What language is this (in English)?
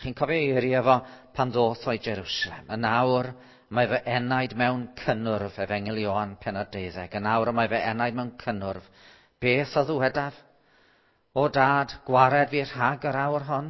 Welsh